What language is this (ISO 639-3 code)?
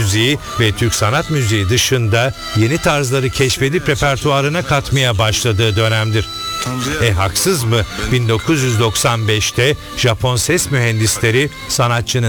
tur